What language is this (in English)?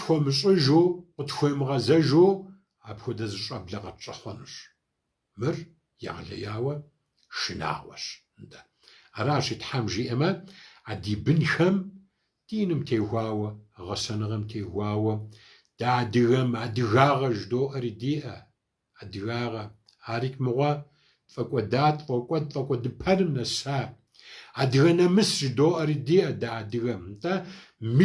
Kabardian